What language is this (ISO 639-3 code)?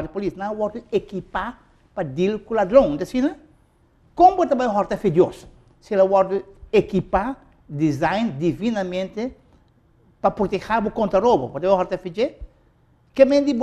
pap